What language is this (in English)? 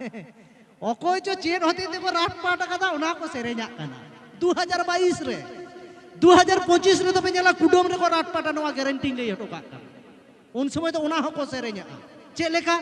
Santali